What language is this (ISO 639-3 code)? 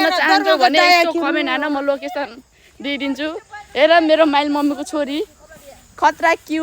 nep